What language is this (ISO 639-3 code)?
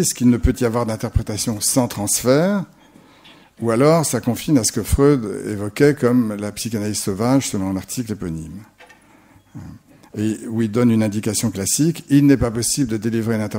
fra